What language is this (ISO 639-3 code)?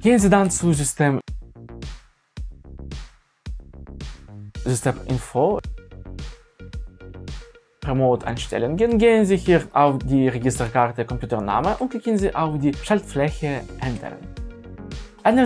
deu